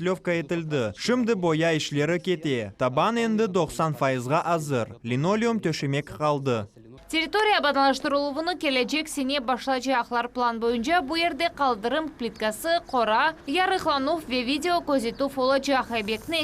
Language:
Crimean Tatar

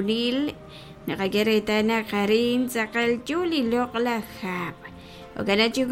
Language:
Kekchí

